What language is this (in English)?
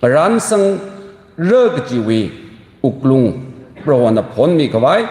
Tangkhul Naga (India)